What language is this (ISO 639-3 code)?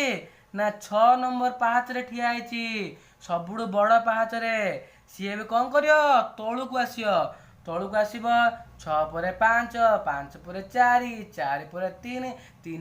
ori